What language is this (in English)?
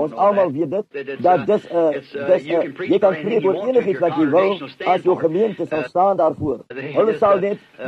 Afrikaans